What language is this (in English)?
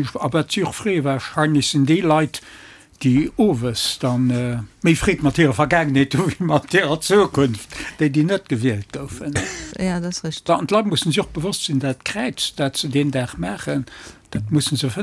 Luxembourgish